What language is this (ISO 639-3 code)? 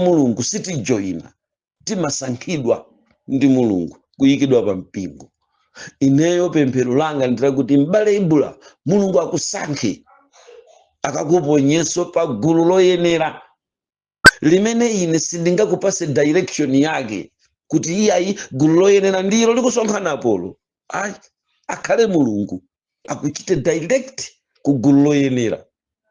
nya